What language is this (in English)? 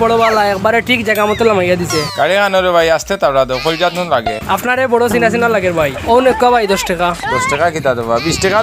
Sylheti